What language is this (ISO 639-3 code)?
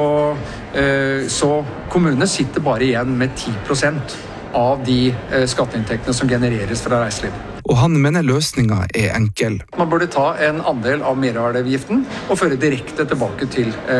nor